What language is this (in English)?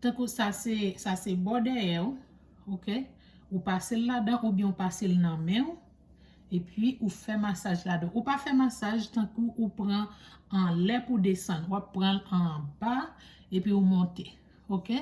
Haitian Creole